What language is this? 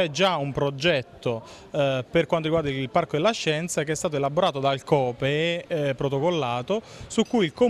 Italian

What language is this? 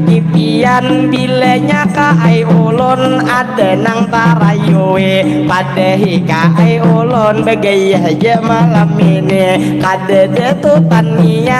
Banjar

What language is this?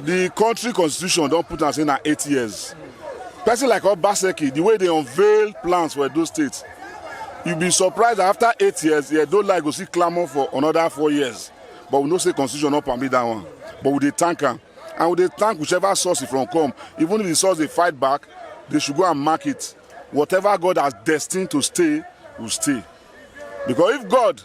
Nigerian Pidgin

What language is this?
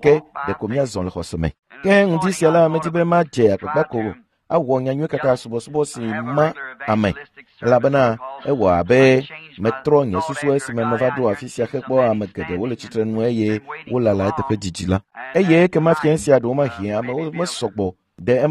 Ewe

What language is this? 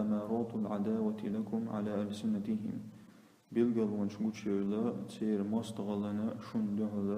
Chechen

